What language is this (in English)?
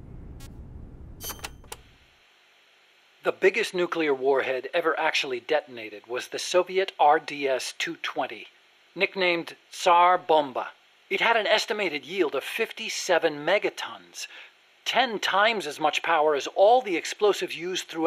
English